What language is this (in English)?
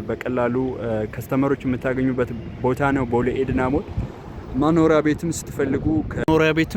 Amharic